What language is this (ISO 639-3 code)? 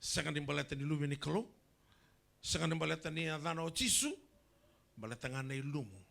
fij